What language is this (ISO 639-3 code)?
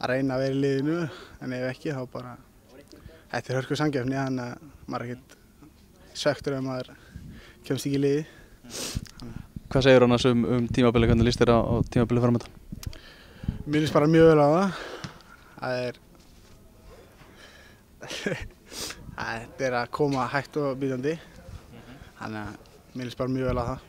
isl